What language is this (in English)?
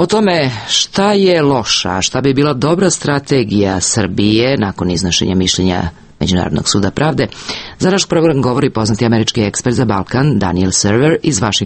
Serbian